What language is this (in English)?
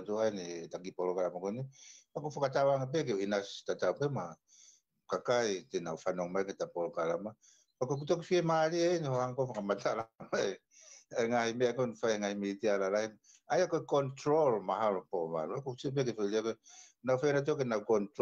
Tongan